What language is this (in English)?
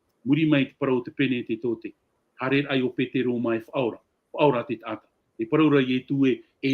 Tahitian